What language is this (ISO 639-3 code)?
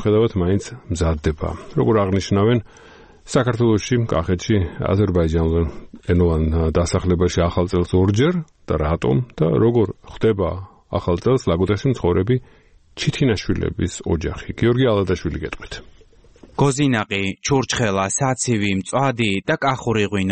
kat